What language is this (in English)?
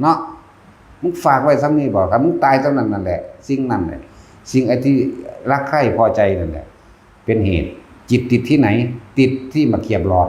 Northeastern Thai